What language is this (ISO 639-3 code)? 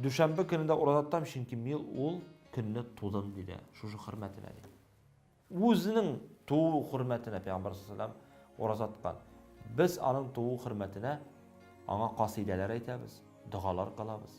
tat